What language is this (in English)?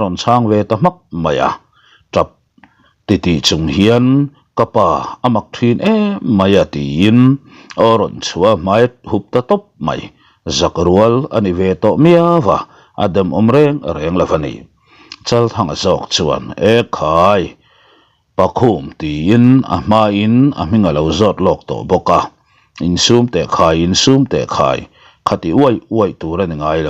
Mizo